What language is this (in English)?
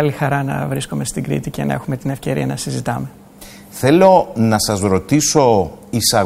Greek